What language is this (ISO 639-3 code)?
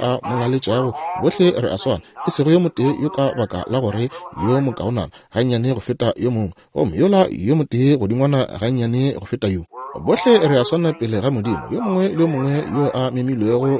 nso